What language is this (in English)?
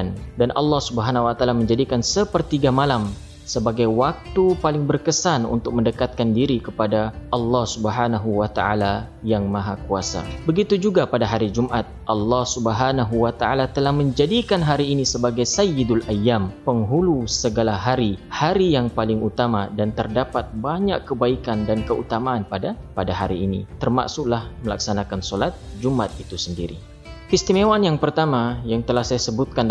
Malay